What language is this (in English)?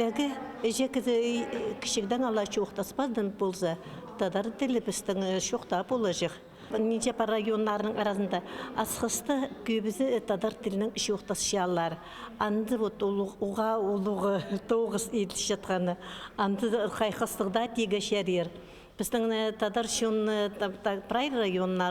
Khakas